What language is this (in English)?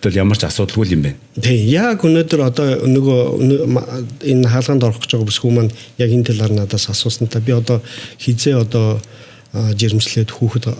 Mongolian